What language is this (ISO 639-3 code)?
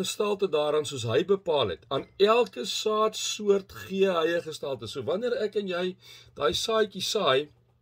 afr